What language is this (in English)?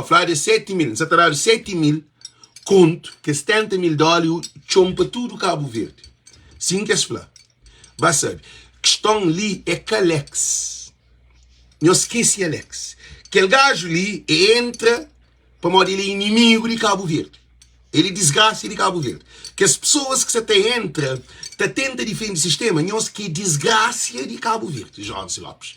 Kabuverdianu